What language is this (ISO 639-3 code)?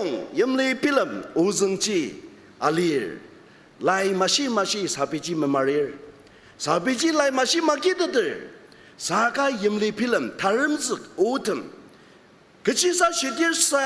njo